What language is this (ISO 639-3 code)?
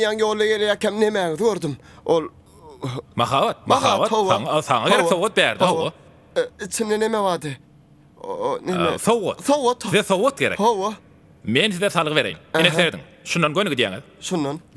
tuk